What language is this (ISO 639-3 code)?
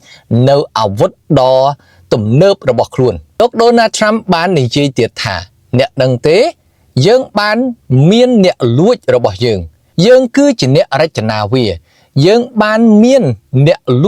khm